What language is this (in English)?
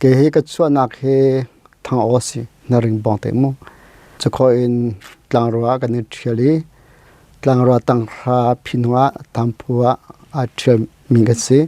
Hakha Chin